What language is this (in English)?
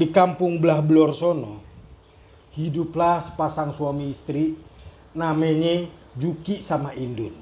Betawi